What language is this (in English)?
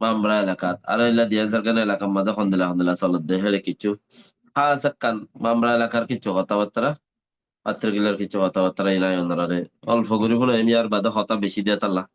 Rohingya